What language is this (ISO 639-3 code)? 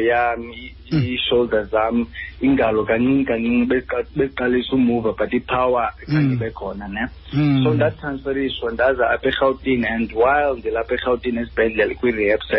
xho